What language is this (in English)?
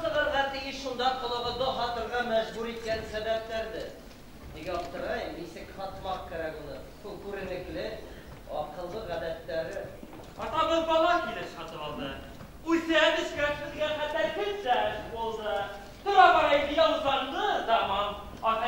Bashkir